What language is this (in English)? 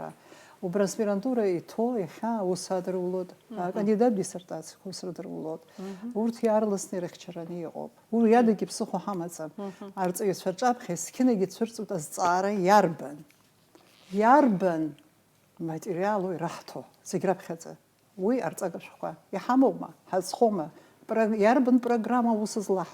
Abkhazian